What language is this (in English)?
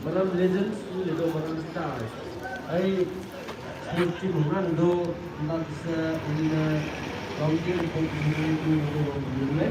Maram Naga